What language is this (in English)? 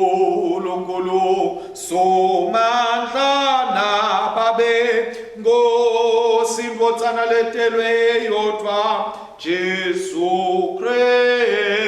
Swati